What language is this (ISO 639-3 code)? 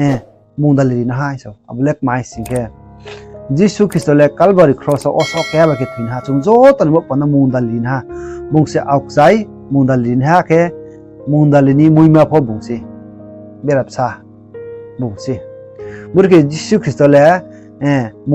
ria